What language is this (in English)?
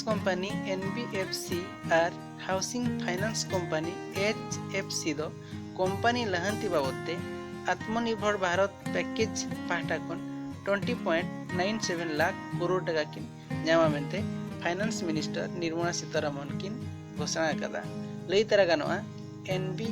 Santali